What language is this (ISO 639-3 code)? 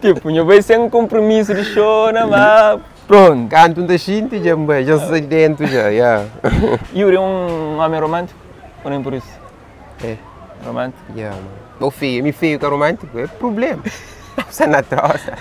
kea